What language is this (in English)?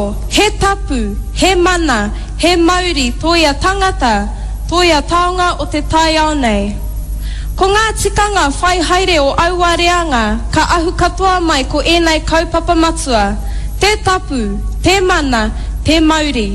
Māori